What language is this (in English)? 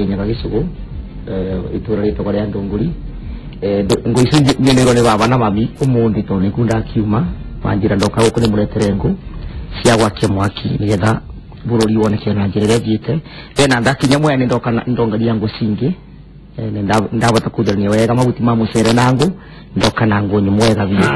Kikuyu